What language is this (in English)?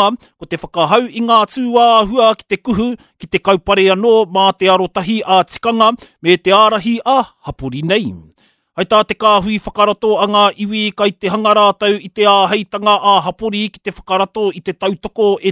Māori